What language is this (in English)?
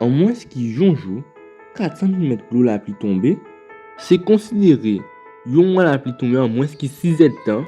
Guadeloupean Creole French